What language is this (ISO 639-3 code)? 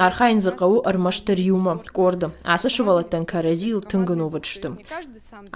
oss